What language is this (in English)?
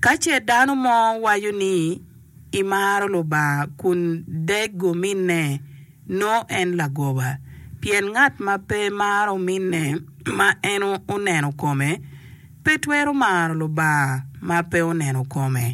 Acoli